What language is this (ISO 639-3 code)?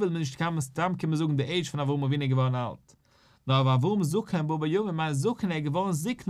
yid